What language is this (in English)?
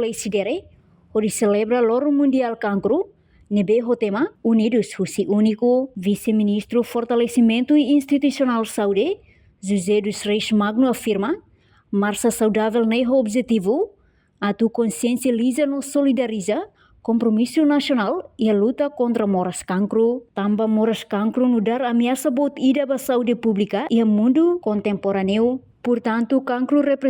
Tetum